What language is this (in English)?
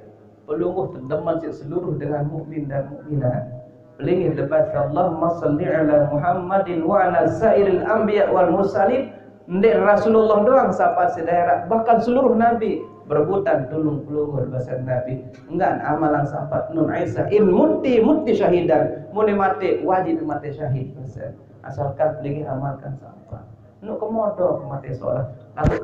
Sasak